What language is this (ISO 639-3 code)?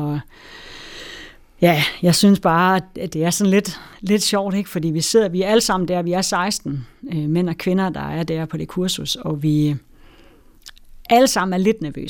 dan